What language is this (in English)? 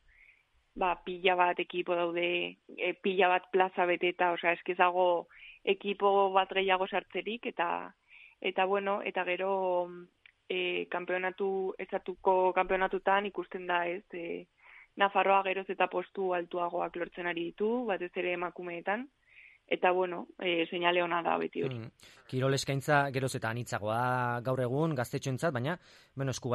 Basque